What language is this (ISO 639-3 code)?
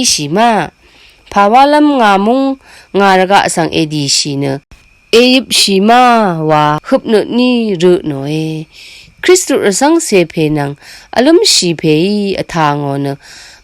raw